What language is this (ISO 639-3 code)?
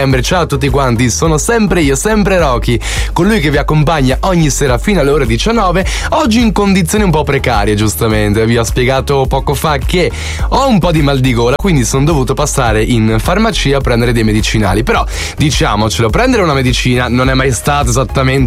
ita